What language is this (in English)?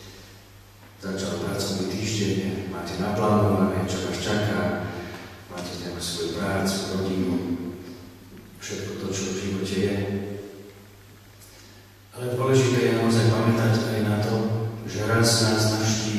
Slovak